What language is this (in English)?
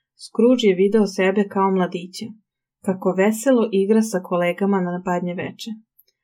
Serbian